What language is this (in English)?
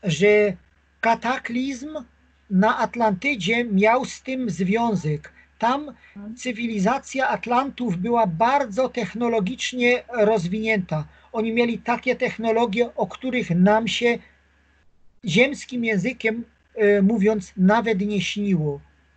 Polish